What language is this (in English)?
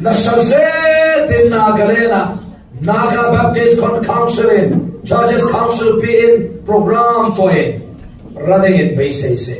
Falam Chin